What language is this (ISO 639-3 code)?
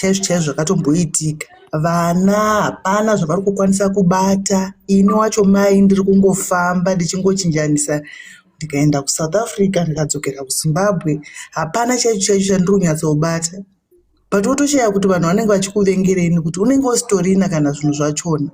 sna